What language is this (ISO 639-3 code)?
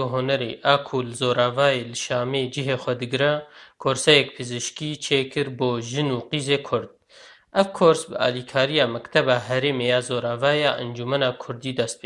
kur